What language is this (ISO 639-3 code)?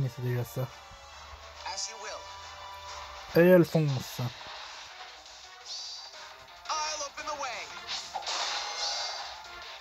fra